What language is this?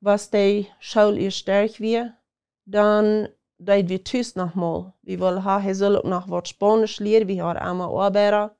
Plautdietsch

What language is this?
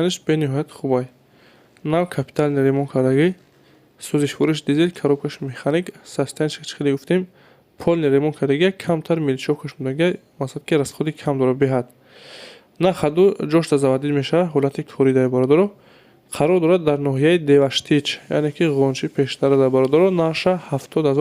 Tajik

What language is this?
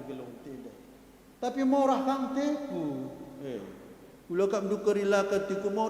Batak Karo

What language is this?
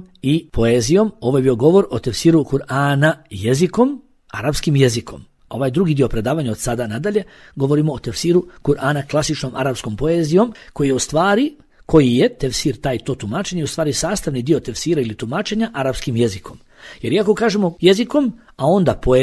Bosnian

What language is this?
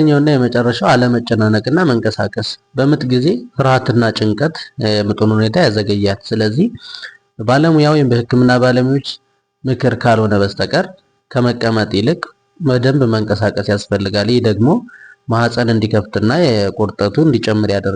Amharic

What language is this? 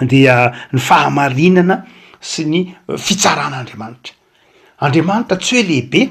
Malagasy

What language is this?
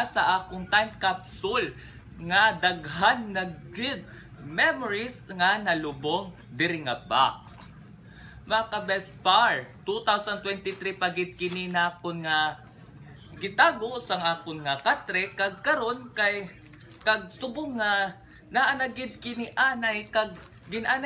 Cebuano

